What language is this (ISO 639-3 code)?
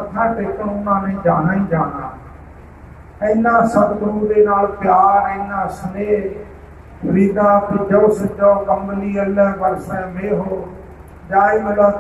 pan